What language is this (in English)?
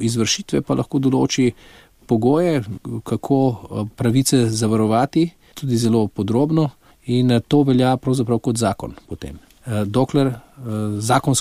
Slovenian